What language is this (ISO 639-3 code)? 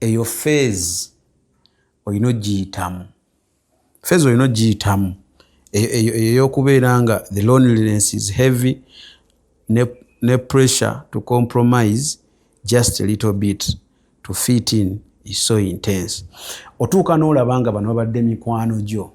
lug